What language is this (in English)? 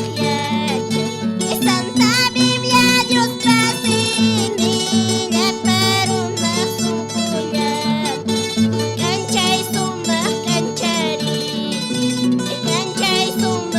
Quechua